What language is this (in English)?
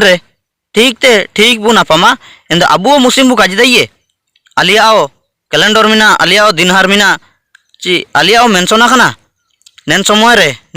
Ho